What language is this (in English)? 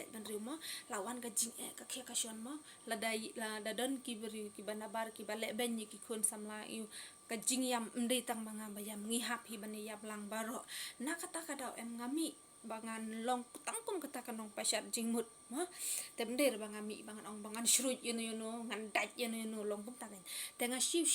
Khasi